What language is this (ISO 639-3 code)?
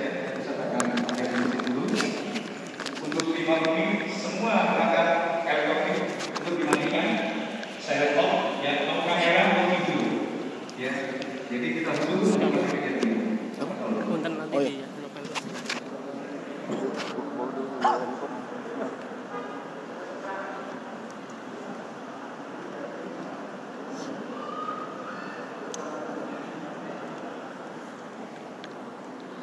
ind